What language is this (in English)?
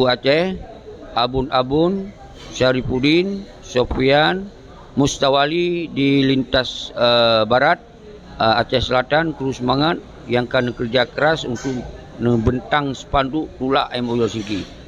Achinese